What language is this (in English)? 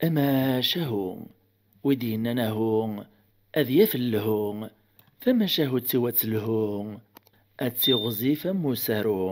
Kabyle